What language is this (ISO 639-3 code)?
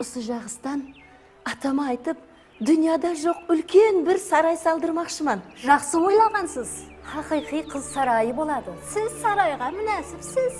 kaa